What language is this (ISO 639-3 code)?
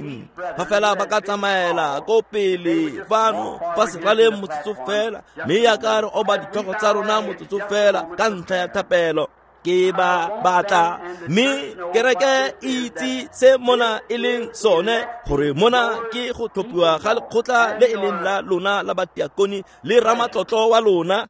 tsn